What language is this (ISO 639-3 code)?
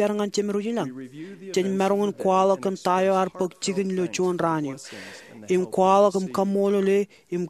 mah